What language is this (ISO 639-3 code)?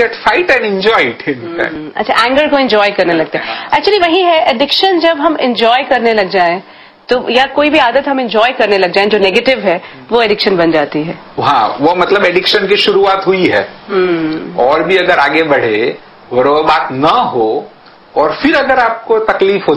hin